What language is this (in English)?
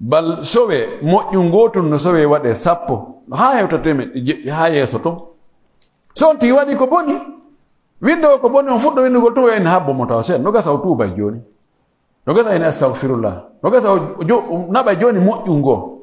Pular